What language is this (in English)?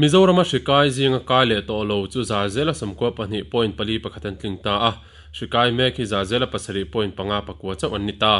Mizo